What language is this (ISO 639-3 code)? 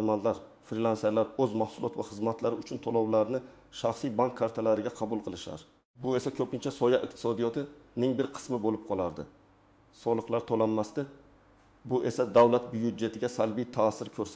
uzb